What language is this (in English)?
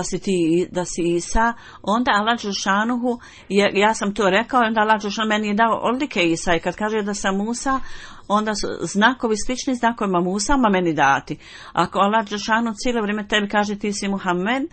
Bosnian